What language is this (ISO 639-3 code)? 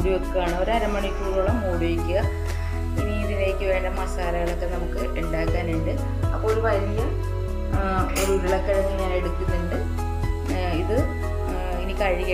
mal